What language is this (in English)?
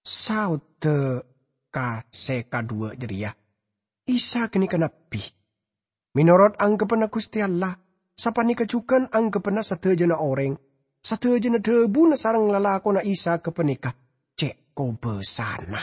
Madurese